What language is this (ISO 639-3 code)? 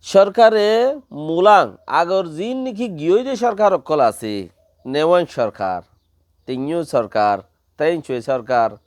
rhg